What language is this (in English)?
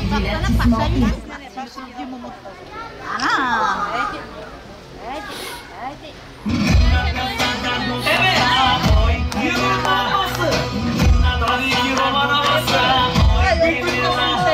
Turkish